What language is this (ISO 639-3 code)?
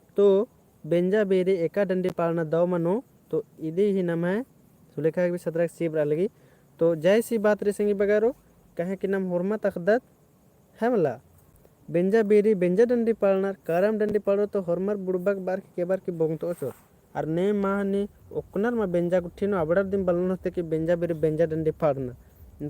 kru